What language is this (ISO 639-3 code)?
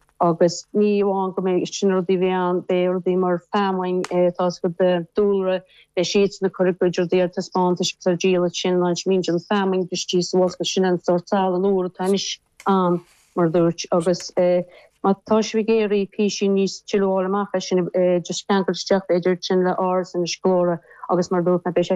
gle